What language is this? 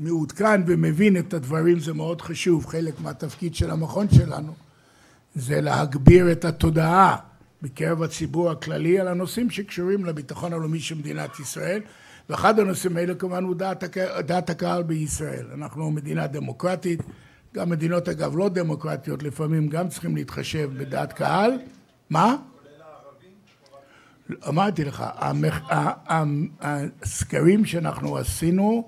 Hebrew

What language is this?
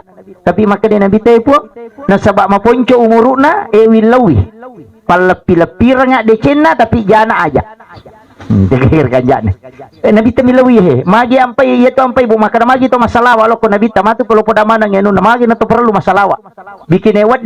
Buginese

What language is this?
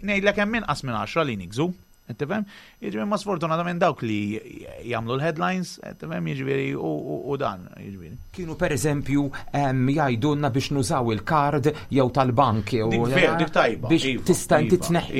Maltese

